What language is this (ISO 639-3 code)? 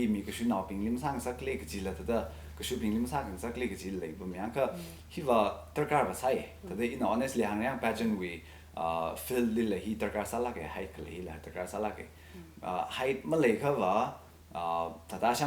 nmf